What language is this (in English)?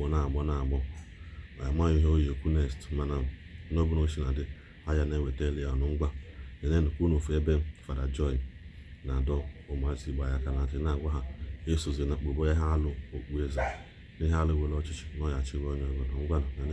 Igbo